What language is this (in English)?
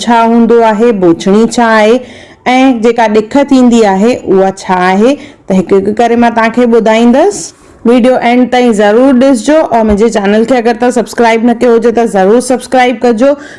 Sindhi